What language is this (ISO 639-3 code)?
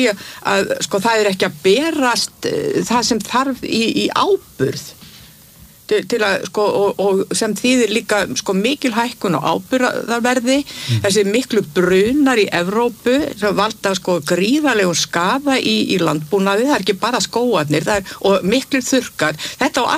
isl